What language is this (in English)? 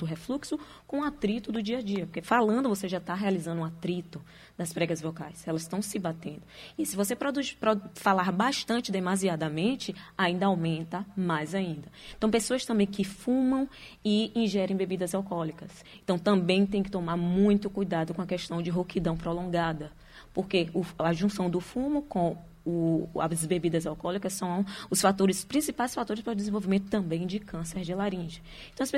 Portuguese